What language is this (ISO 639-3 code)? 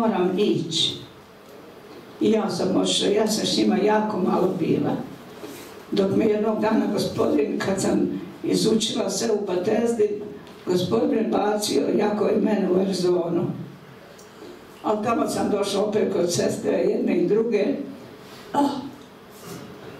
hrv